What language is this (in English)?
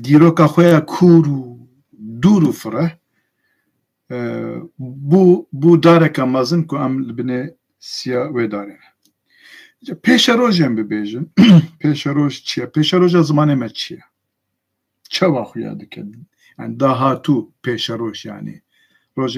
Kurdish